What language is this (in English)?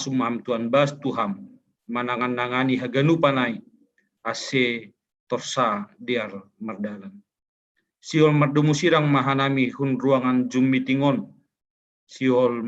Batak Simalungun